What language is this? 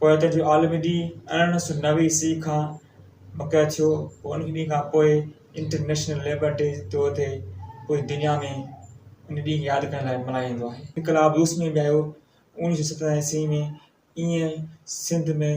Sindhi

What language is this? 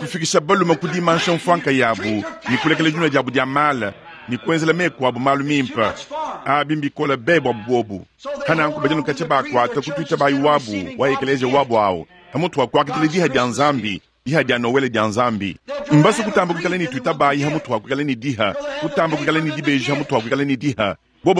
Luba-Lulua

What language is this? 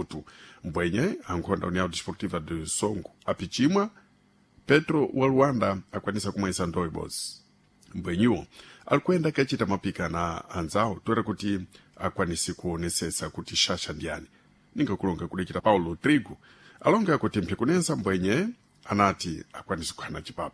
Sena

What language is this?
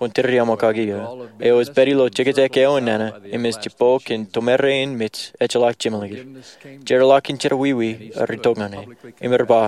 Marshallese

